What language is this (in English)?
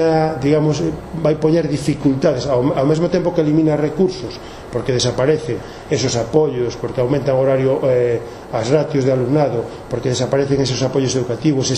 Galician